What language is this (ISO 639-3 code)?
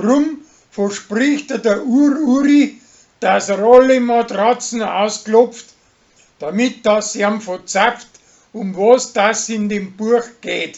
bar